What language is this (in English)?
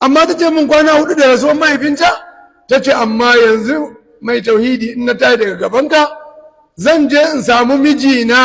Hausa